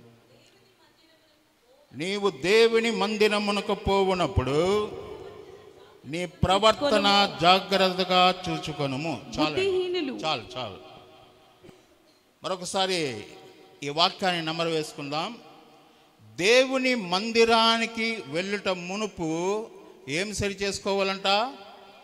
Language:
Telugu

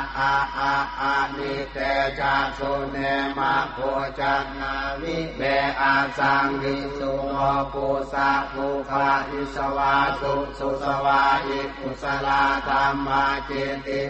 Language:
Pali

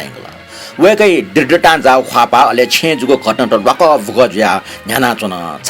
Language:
Newari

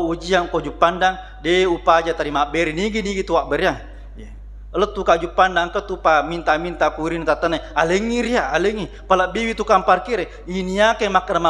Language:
Buginese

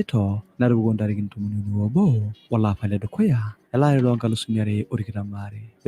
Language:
Masai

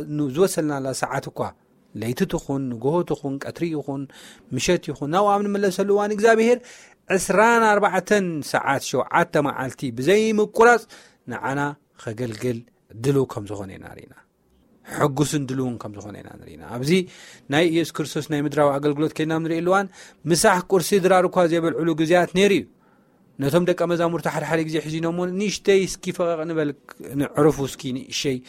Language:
Tigrinya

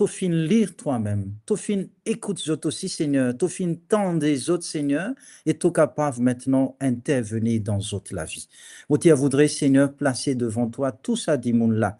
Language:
Morisyen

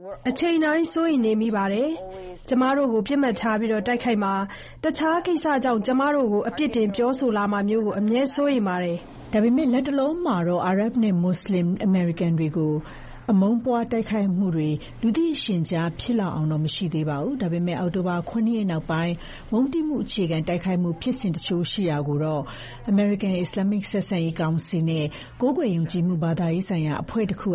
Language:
Burmese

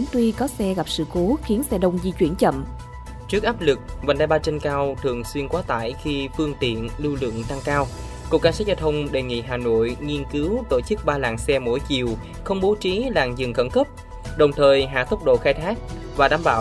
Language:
Vietnamese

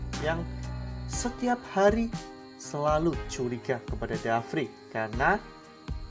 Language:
Indonesian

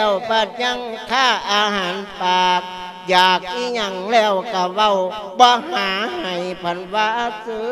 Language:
Lao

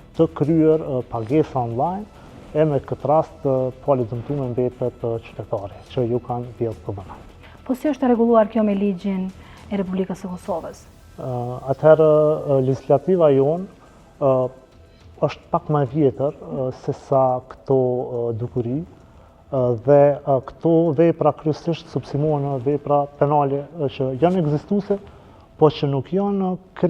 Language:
Albanian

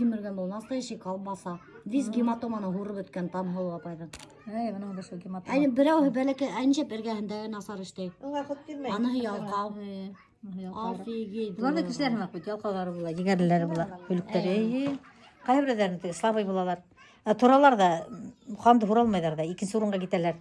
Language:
Bashkir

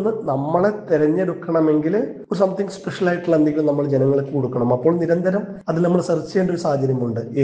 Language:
Malayalam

